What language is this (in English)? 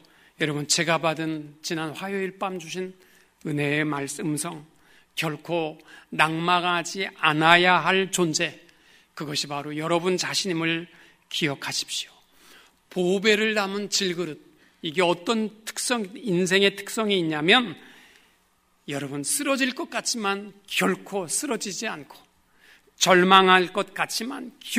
Korean